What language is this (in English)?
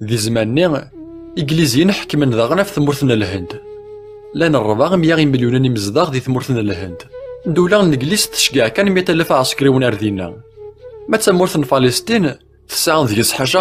Kabyle